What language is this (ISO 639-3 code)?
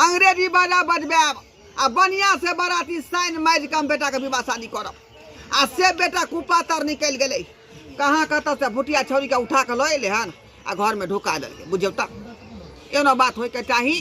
mai